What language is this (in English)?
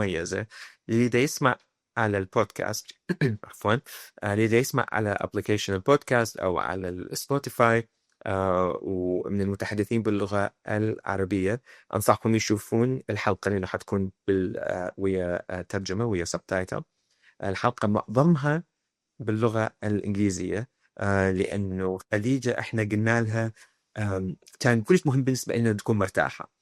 Mesopotamian Arabic